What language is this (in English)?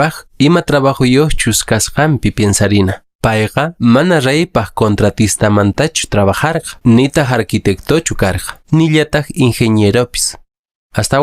Quechua